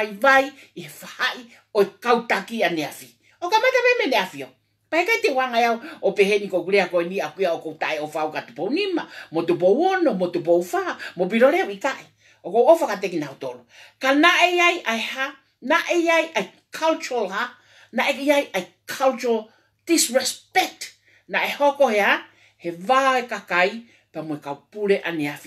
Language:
Tongan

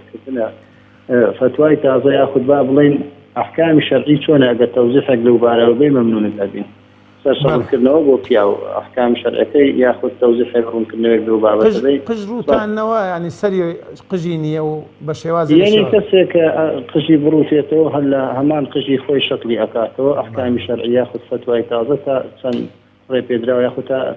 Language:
Central Kurdish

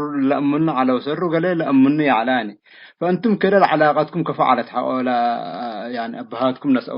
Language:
Tigre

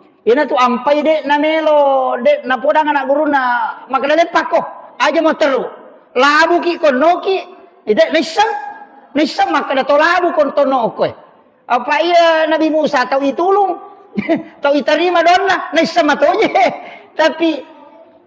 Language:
Buginese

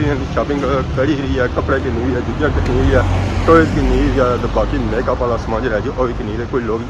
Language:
Pahari-Potwari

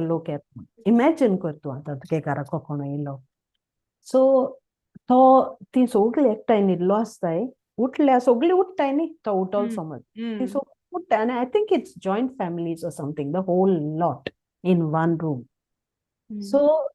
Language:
Konkani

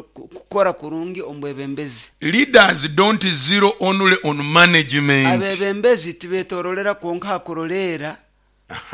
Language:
Nyoro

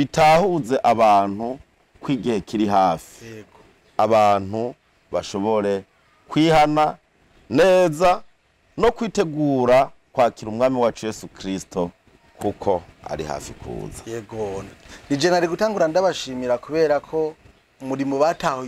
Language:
Rundi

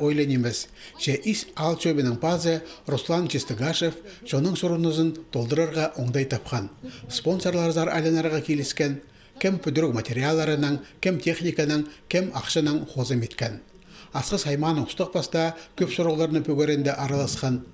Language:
Khakas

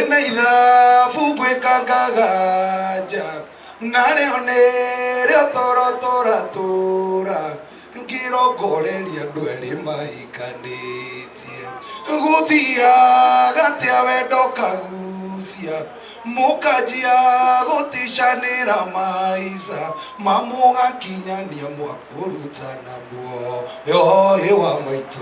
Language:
Kikuyu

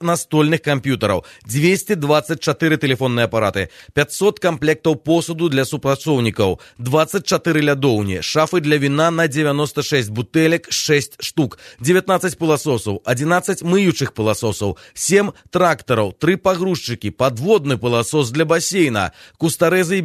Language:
Belarusian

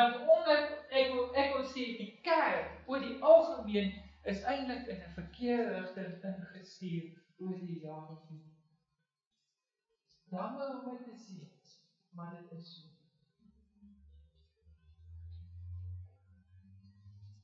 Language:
Afrikaans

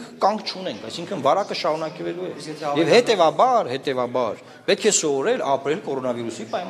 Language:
Armenian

